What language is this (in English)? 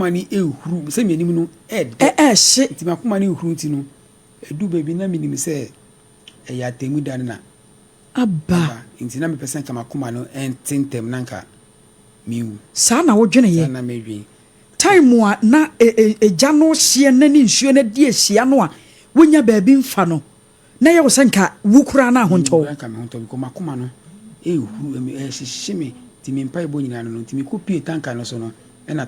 Akan